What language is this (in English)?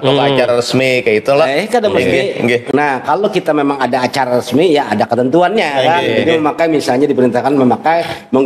Banjar